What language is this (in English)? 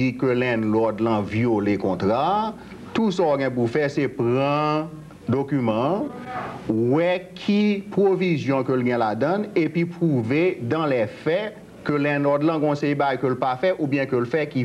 Haitian Creole